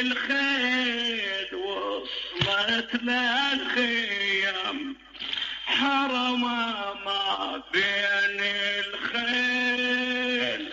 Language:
Mesopotamian Arabic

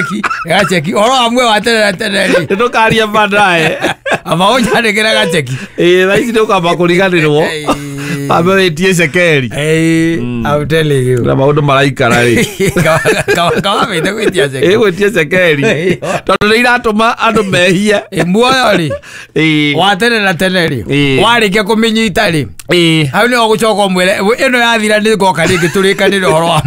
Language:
Kikuyu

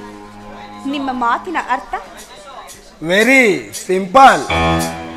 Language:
Kannada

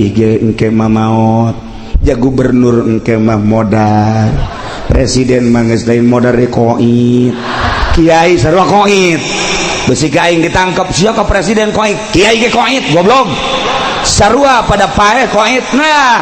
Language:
Sundanese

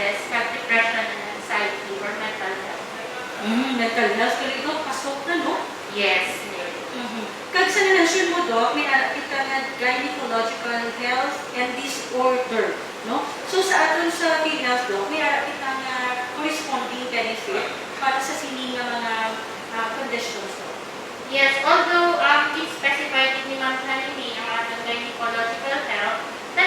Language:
Hiligaynon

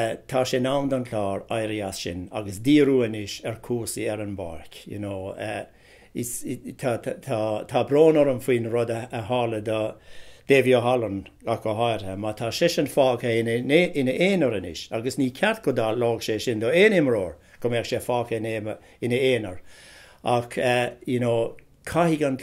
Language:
Irish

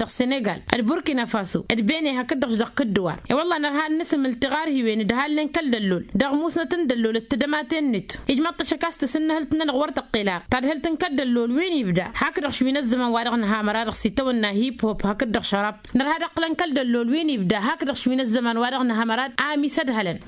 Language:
Tamasheq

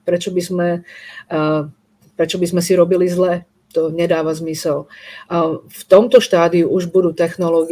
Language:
Slovak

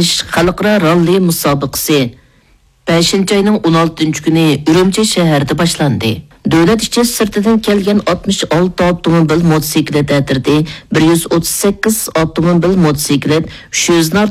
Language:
Uyghur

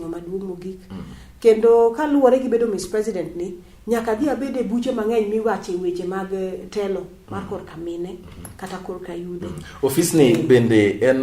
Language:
Luo (Kenya and Tanzania)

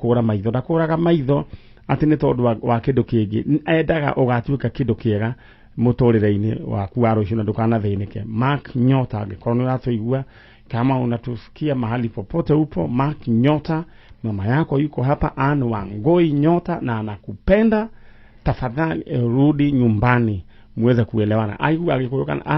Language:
Kikuyu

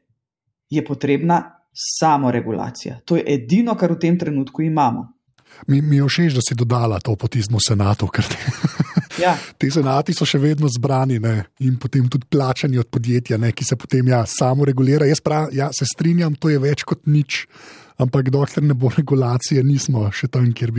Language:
Slovenian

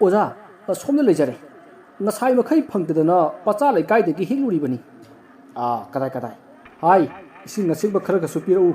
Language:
Manipuri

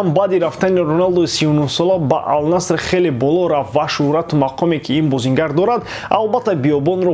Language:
Tajik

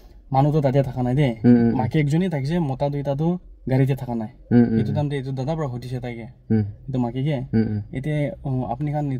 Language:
Naga Pidgin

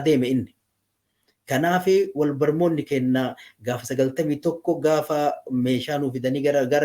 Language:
Oromo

